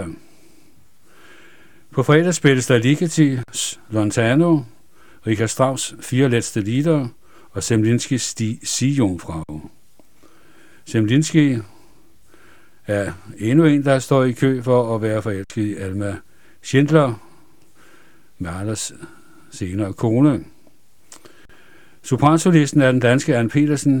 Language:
Danish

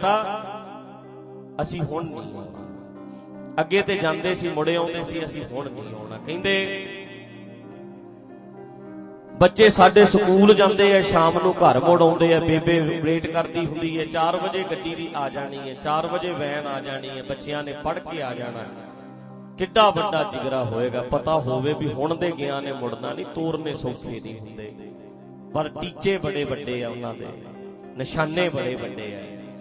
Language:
Punjabi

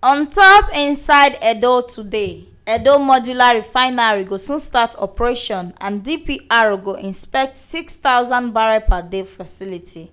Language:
Nigerian Pidgin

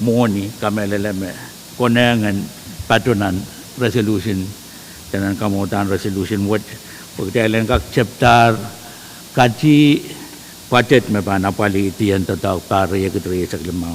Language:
Pohnpeian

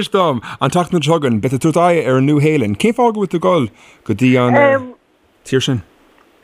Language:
Irish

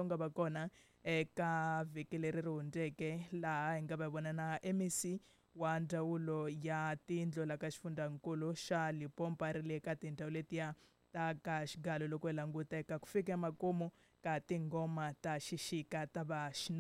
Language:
Tsonga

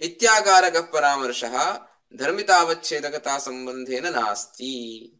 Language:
Sanskrit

